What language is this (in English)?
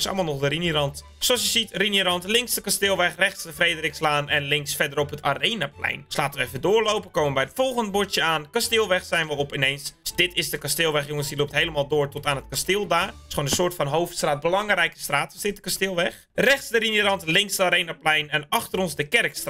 Dutch